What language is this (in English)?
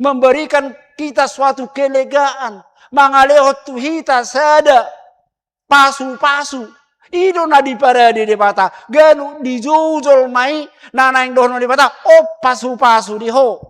Batak Toba